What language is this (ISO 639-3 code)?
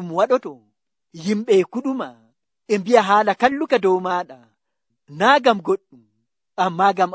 fuv